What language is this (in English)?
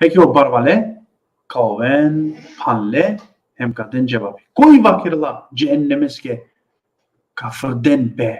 Balkan Romani